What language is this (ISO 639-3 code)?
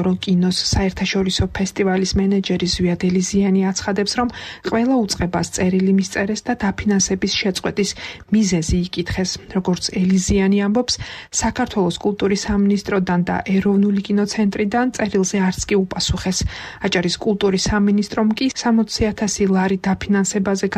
kat